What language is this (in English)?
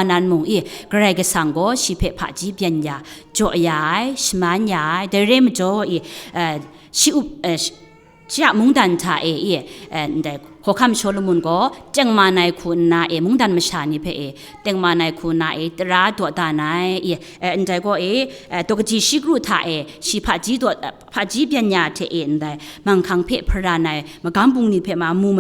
Kachin